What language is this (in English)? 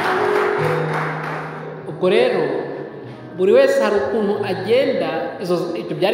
Kinyarwanda